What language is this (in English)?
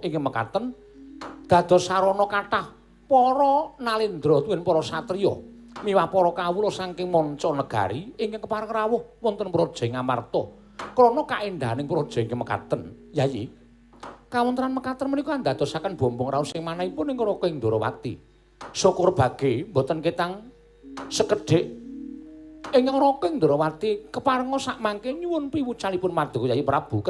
Javanese